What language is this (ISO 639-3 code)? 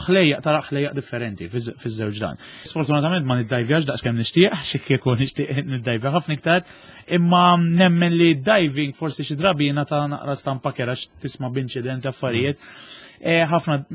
mlt